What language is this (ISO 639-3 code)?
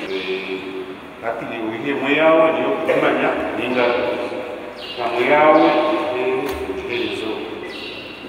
kin